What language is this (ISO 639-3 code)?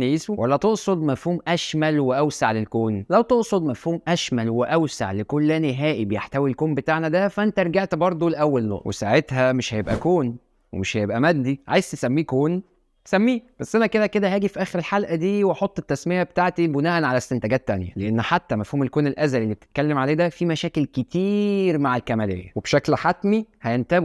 arz